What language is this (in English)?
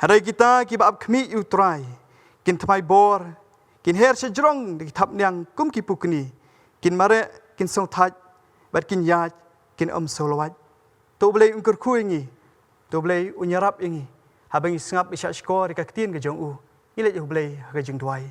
Khasi